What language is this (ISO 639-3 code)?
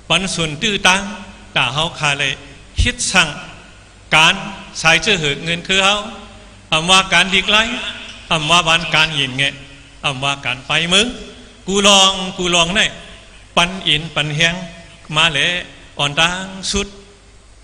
shn